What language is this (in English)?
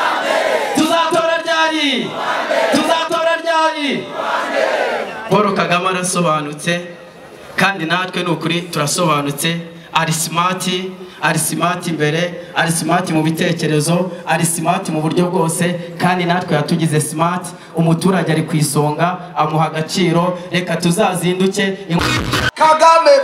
Kinyarwanda